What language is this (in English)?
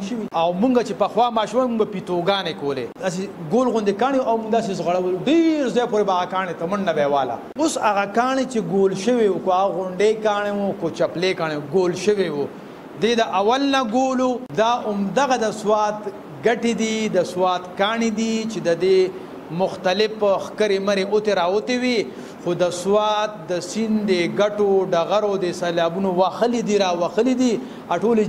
Pashto